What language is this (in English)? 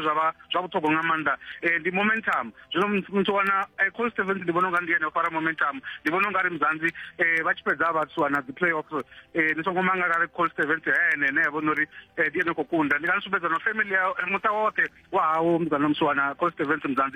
Venda